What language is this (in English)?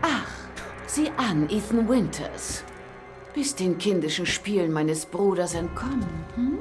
Bavarian